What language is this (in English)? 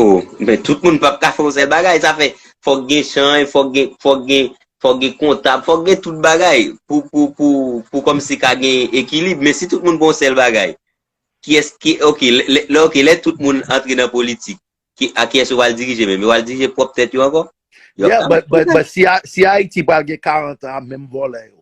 Haitian Creole